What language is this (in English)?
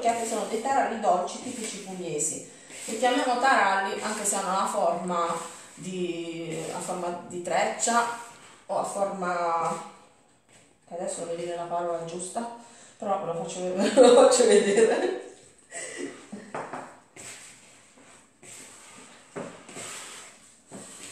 Italian